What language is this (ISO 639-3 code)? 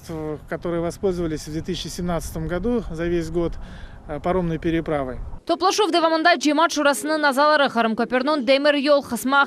crh